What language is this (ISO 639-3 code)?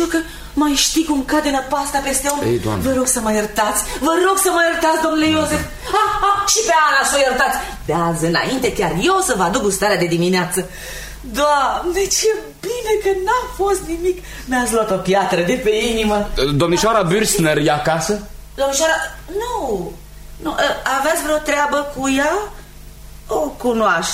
ron